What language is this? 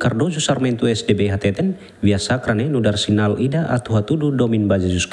Tetum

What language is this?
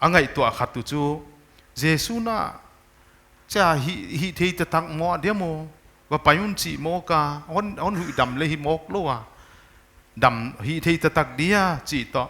Paite Chin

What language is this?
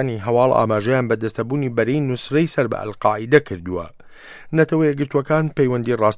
Central Kurdish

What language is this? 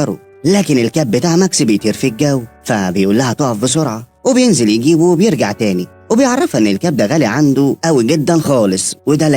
Egyptian Arabic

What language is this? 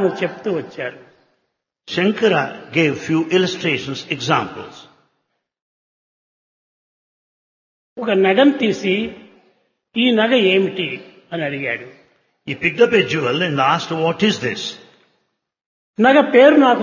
Telugu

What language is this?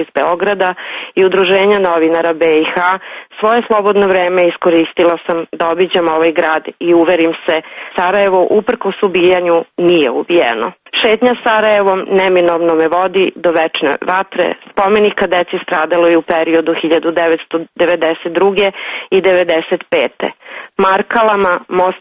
Serbian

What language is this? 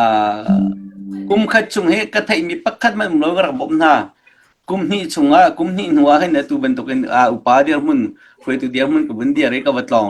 Hakha Chin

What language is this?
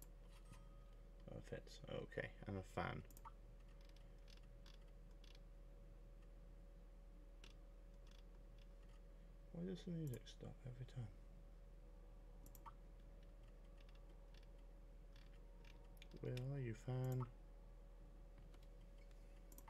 English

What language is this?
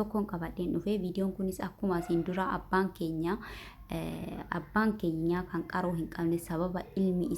Oromo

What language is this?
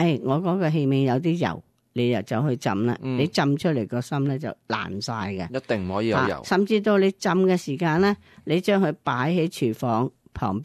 Cantonese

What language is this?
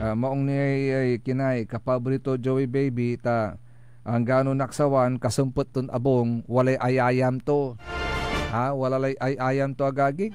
Pangasinan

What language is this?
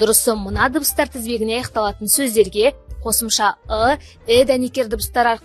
Kazakh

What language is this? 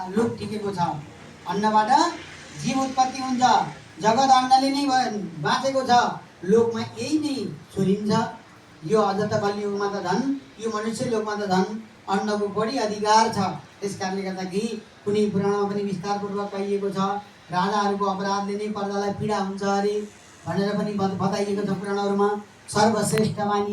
Nepali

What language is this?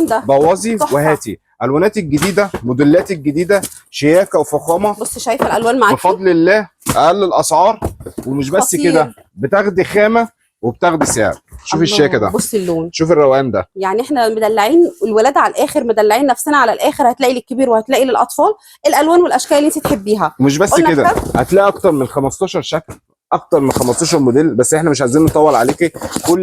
Egyptian Arabic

